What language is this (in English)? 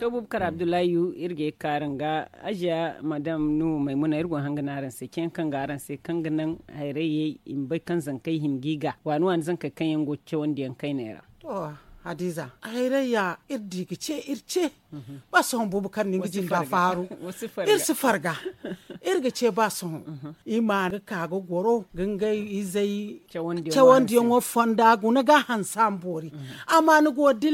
Zarma